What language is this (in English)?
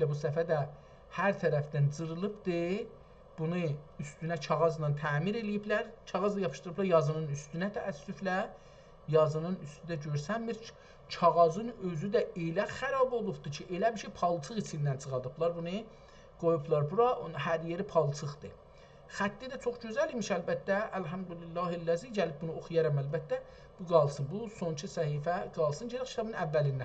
South Azerbaijani